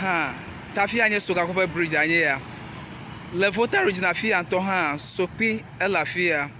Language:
Ewe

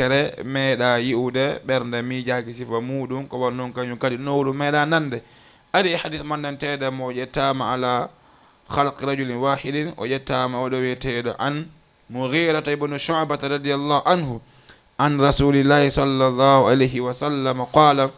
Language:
Fula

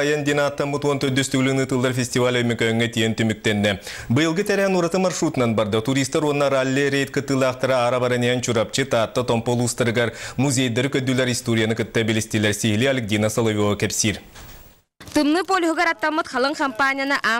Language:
Yakut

